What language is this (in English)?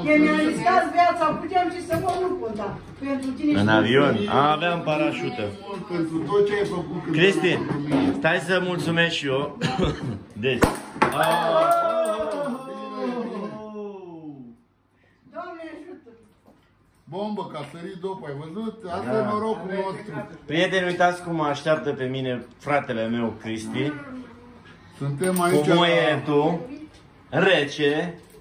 Romanian